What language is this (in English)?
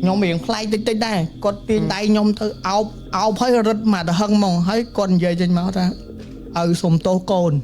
Khmer